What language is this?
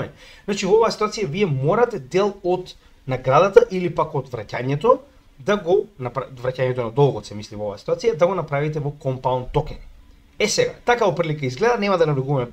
Macedonian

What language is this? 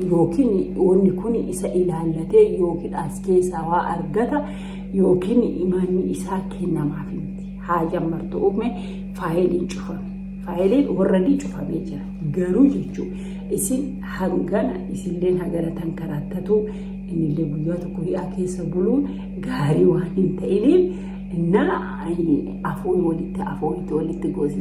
Oromo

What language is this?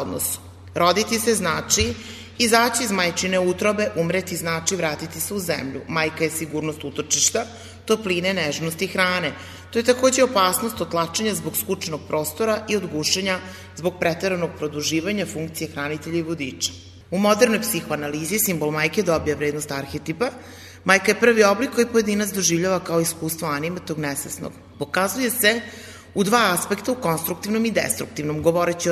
Serbian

